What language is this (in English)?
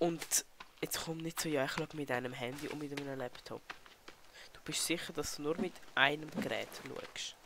Swiss German